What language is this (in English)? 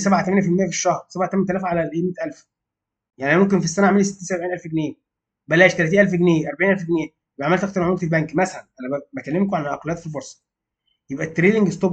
Egyptian Arabic